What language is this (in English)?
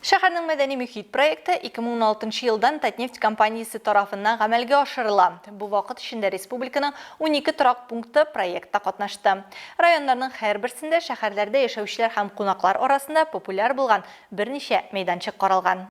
Tatar